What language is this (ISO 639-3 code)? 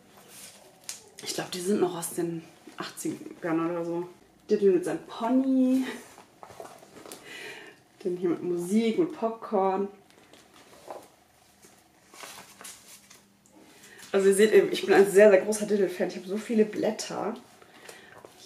deu